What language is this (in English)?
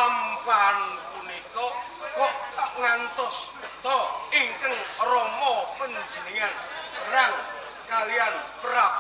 Javanese